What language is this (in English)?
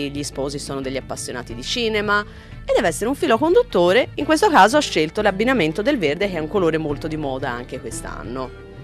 Italian